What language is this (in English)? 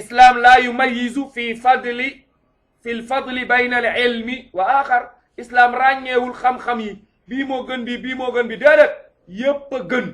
Wolof